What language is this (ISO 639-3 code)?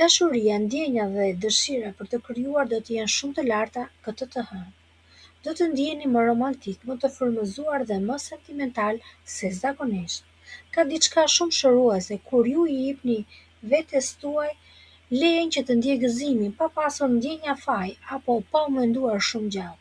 sqi